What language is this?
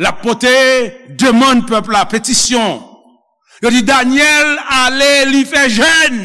Haitian Creole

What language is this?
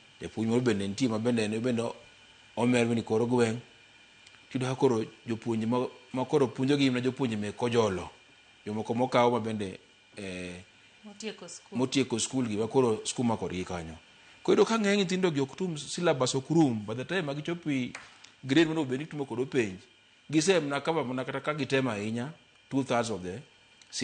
Luo (Kenya and Tanzania)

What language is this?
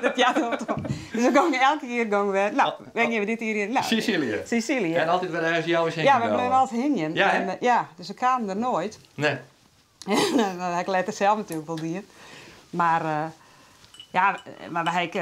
Western Frisian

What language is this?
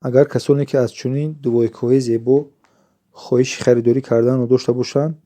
Tajik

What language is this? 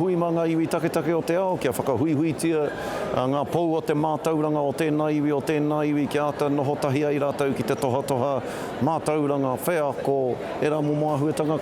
Māori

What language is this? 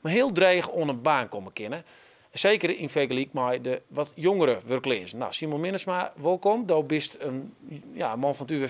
Western Frisian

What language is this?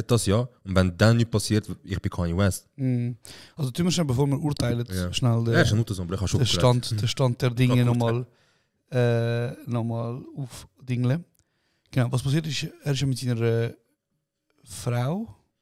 Swiss German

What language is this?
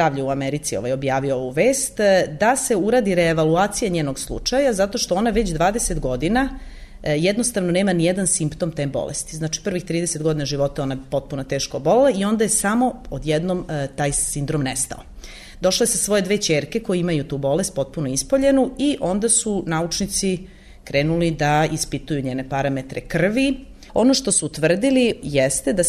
Serbian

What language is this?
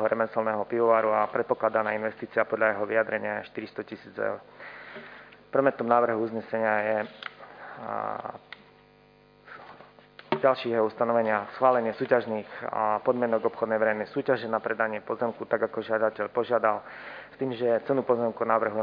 Slovak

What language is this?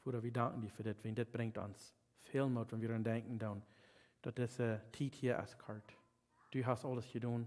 Plautdietsch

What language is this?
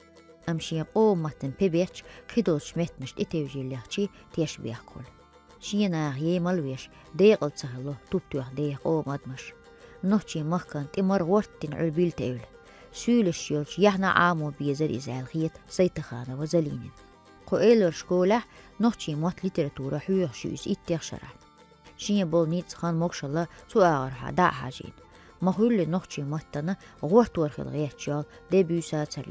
Chechen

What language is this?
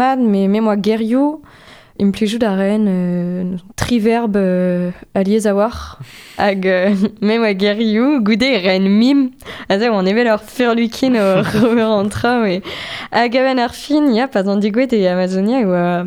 Breton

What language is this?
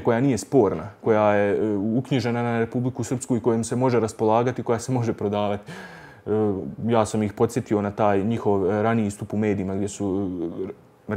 Bosnian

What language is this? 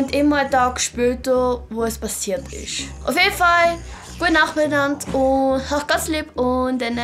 Swiss German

